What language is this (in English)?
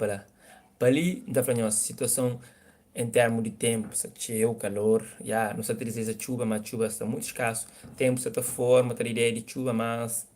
Kabuverdianu